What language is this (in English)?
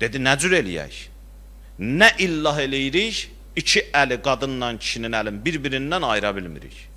Azerbaijani